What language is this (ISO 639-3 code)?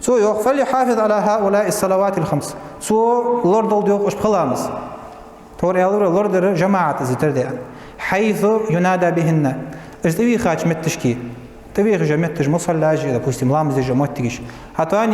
inh